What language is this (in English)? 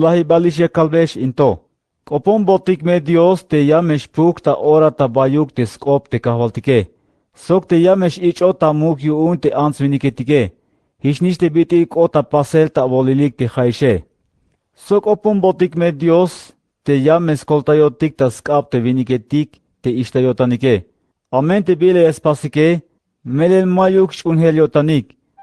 Tzeltal